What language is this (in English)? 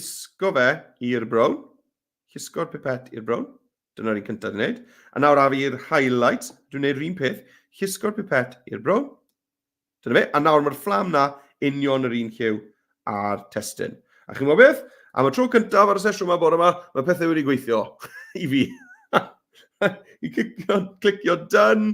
Welsh